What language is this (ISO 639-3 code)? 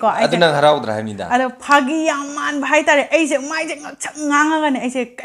mni